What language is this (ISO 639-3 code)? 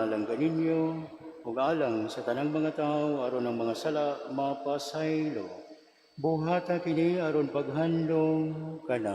ceb